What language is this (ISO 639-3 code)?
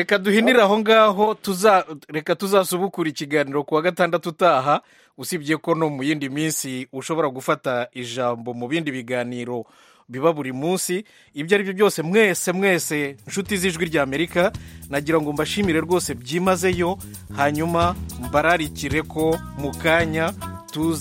kin